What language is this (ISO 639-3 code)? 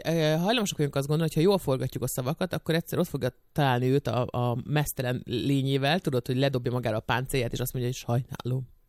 hun